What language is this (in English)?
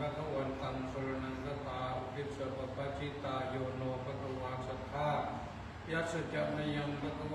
Pali